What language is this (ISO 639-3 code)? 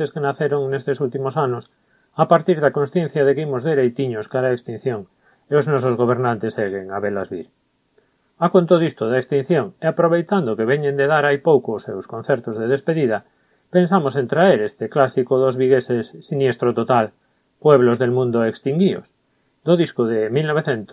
glg